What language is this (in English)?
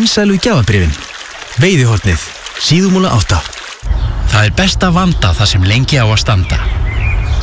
Icelandic